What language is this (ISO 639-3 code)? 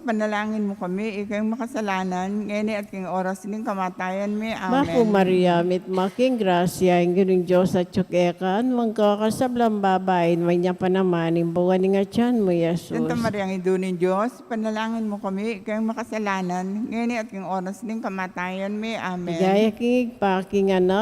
pam